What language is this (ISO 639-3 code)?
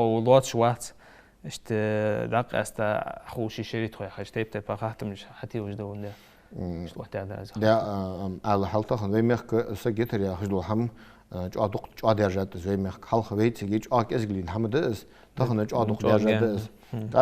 inh